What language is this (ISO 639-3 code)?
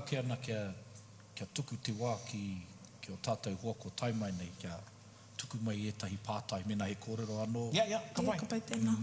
mri